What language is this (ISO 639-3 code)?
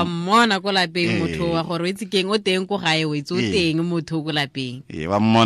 tsn